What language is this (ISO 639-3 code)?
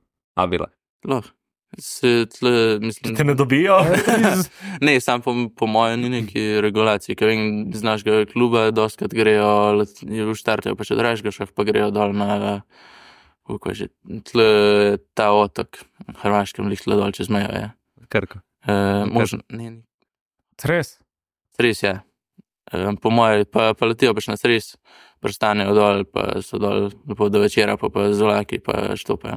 slv